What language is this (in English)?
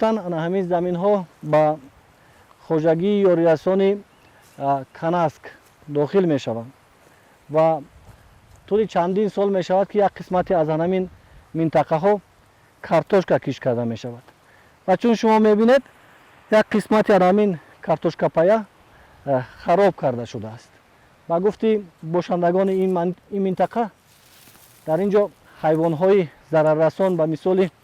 Tajik